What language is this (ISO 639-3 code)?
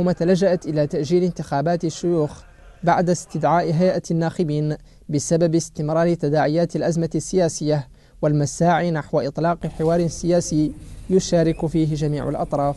ara